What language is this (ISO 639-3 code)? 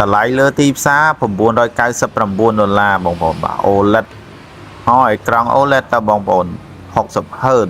khm